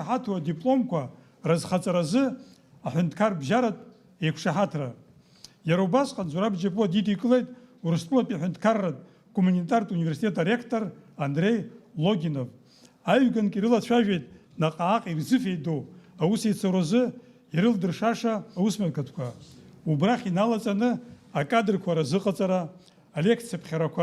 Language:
Abkhazian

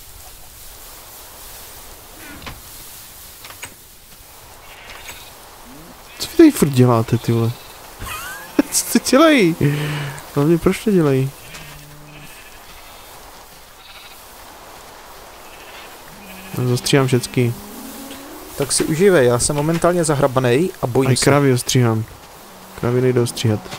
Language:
Czech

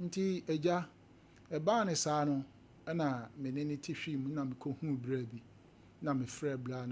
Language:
Akan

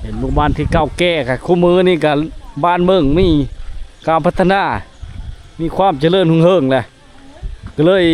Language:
Lao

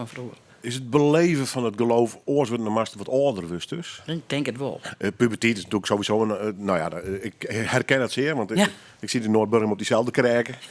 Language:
Western Frisian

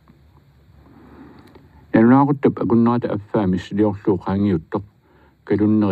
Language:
Kalaallisut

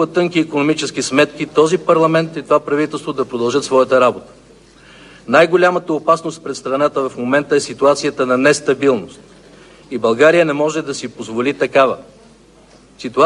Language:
Bulgarian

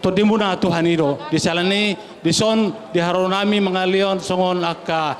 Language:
Batak Toba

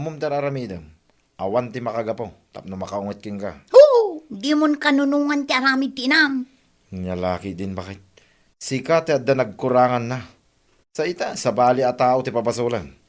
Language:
Iloko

